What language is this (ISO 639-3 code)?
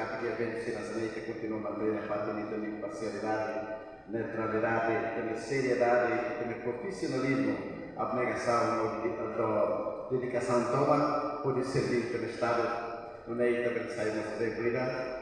tet